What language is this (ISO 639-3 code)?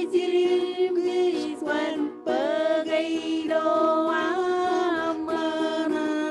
mah